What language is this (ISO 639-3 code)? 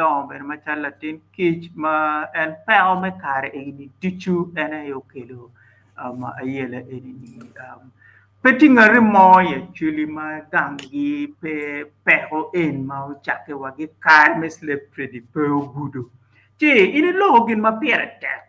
ach